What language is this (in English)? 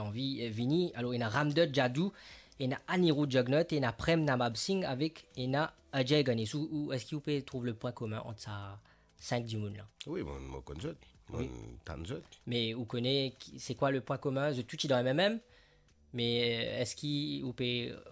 Morisyen